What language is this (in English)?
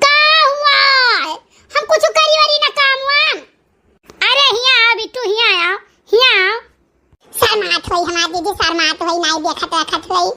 Awadhi